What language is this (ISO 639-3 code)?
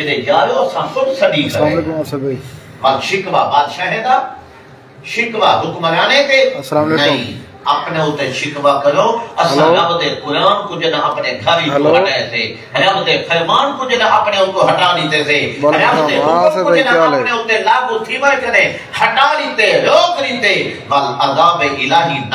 skr